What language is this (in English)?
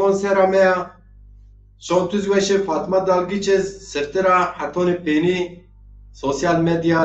Zaza